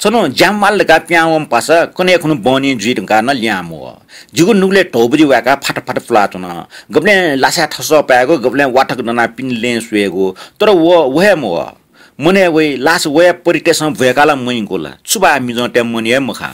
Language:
Newari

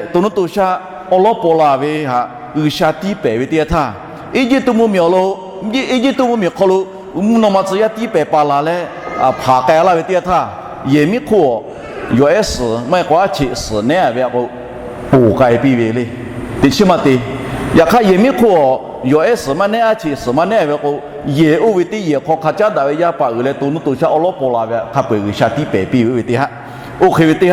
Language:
Lahu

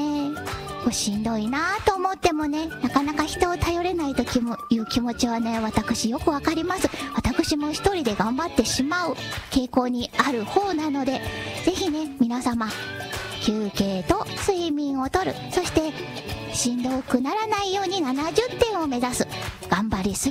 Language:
Japanese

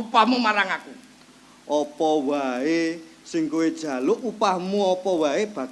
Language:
Javanese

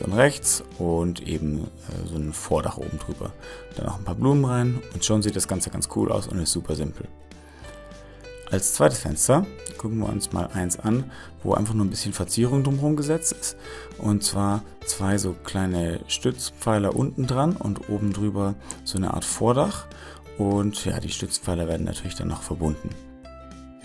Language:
German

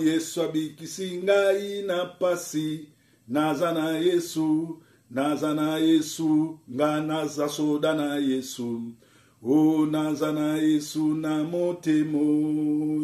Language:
Lingala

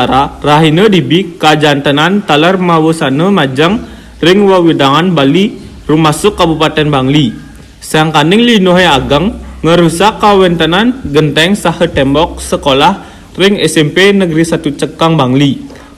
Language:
Balinese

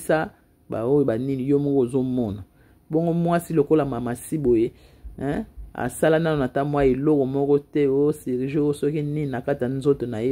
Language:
Lingala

